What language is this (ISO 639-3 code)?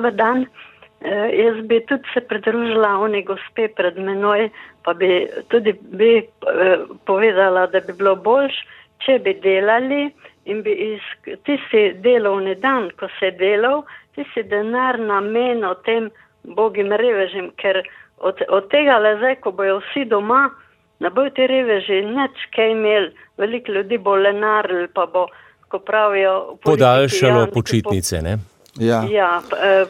slv